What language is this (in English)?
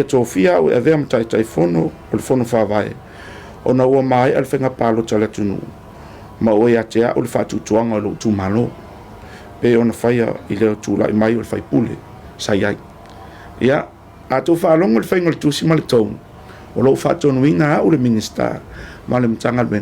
Samoan